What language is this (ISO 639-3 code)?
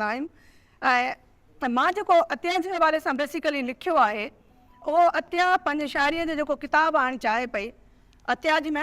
snd